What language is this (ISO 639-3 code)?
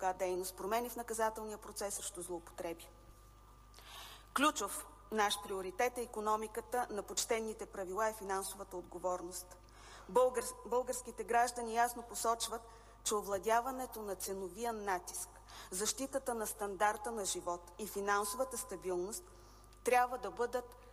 bul